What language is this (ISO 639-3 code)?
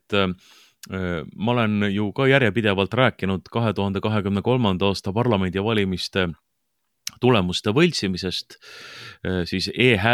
est